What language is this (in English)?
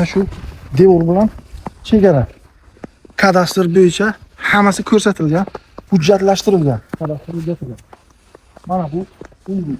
Uzbek